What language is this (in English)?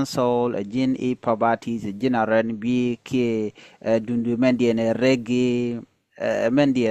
Nuer